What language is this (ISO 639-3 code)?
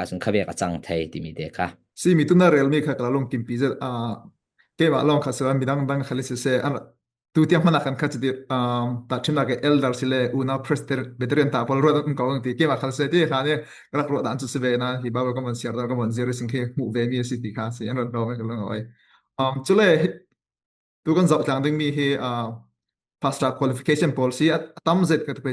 cfm